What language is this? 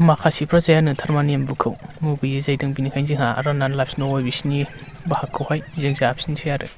Bodo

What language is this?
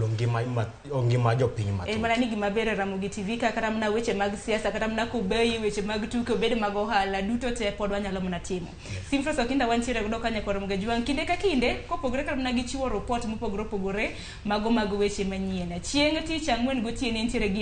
Luo (Kenya and Tanzania)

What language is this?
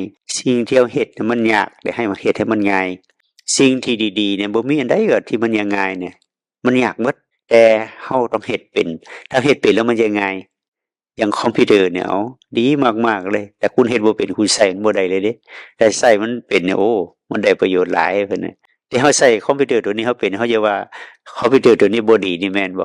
Northeastern Thai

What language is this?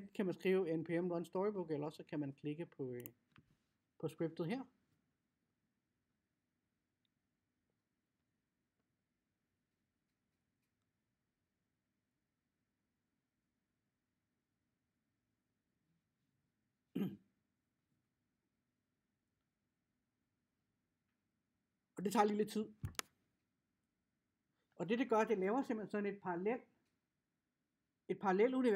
Danish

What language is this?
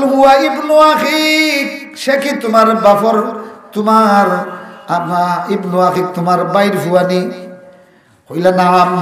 Sylheti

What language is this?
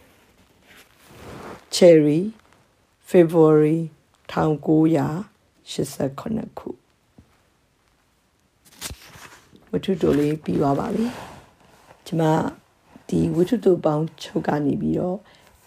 Burmese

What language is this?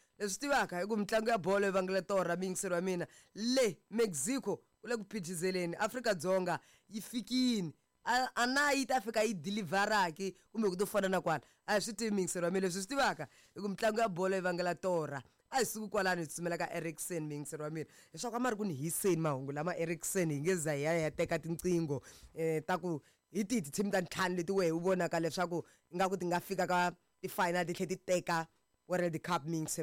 Tsonga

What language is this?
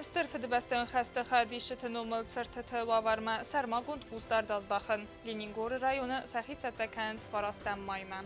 Ossetic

